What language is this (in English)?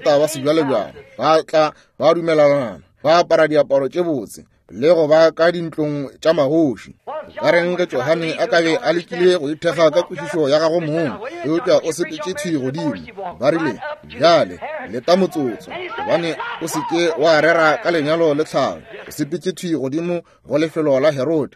Northern Sotho